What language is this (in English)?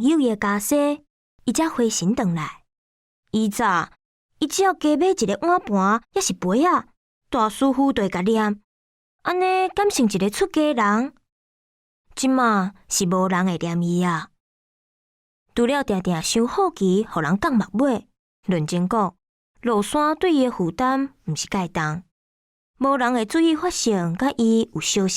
Min Nan Chinese